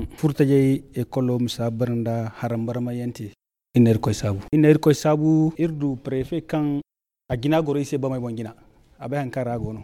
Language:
Zarma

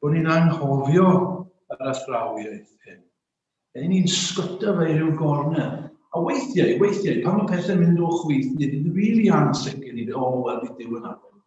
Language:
Welsh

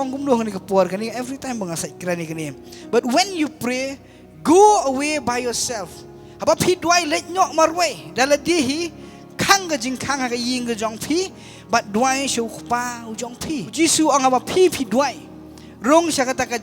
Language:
Khasi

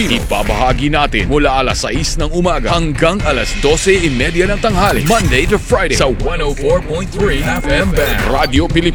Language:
Filipino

